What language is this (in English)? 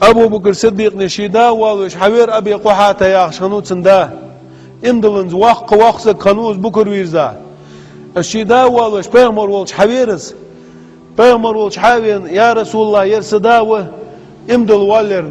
Ingush